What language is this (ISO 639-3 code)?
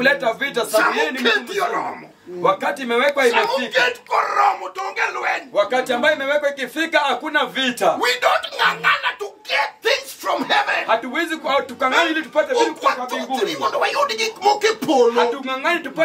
luo